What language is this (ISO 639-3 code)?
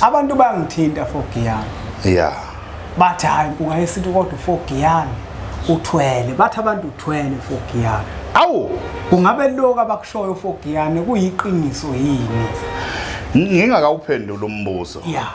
zul